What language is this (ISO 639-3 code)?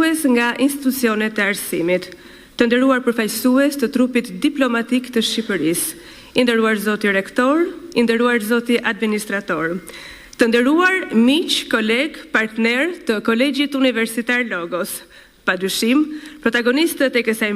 sqi